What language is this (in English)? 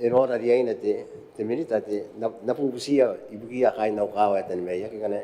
Gilbertese